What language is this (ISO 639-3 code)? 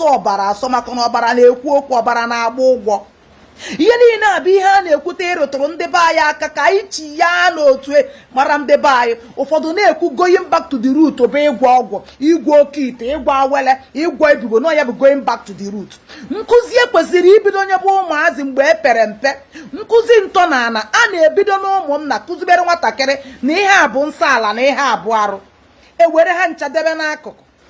ibo